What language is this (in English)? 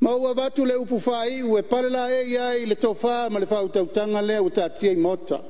Samoan